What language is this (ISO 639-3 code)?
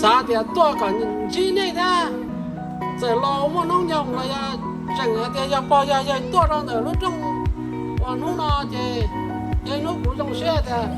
hmn